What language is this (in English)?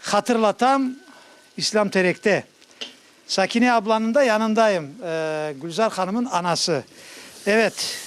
Crimean Tatar